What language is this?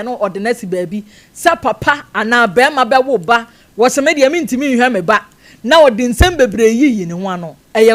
Akan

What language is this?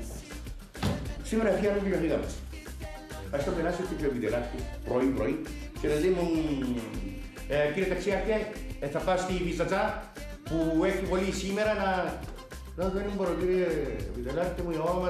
Greek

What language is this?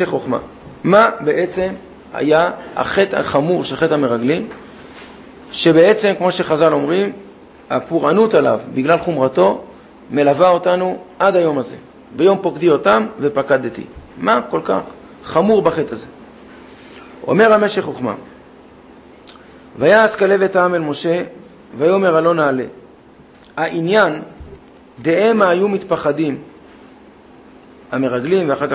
Hebrew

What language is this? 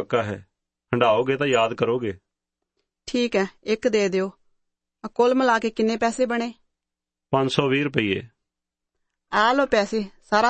Punjabi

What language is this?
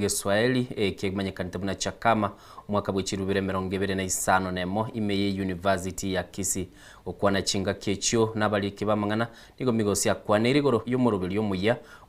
Gusii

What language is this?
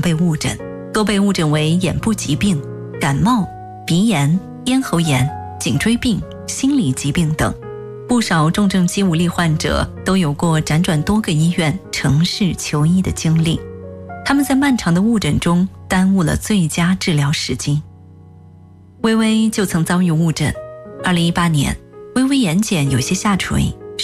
Chinese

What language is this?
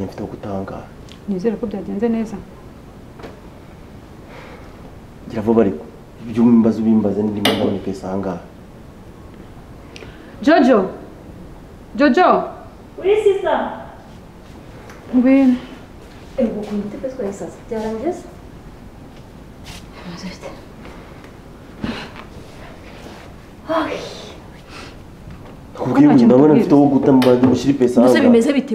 Kinyarwanda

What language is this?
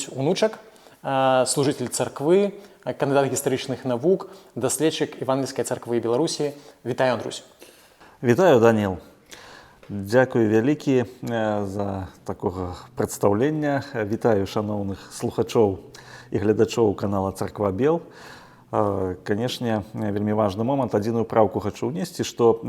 Belarusian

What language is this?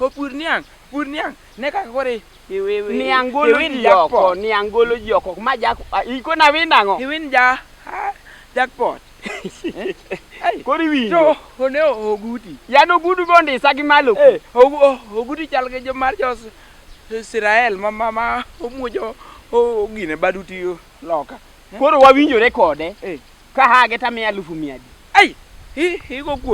Luo (Kenya and Tanzania)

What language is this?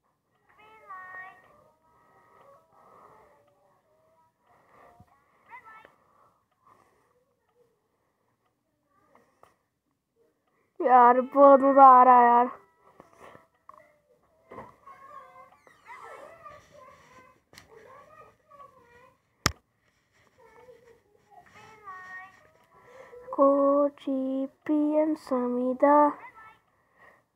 Hindi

